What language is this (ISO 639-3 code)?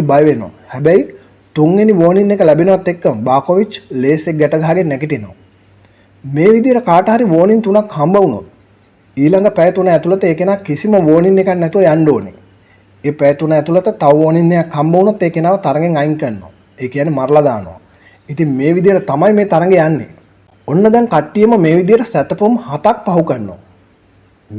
sin